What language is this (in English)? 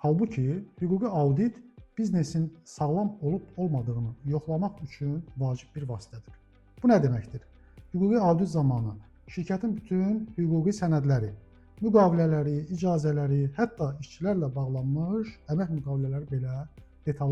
Azerbaijani